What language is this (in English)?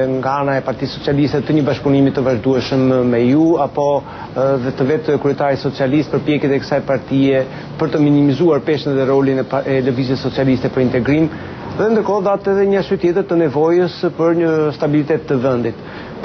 Albanian